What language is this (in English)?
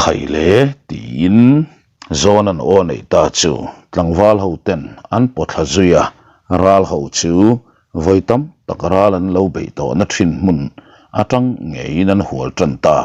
Mizo